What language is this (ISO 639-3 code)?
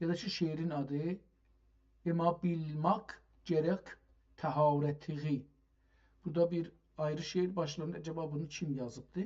azb